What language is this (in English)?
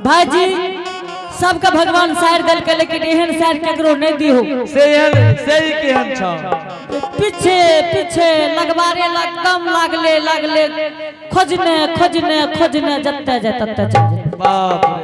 Angika